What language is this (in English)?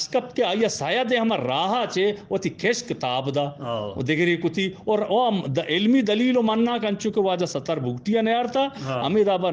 Eastern Balochi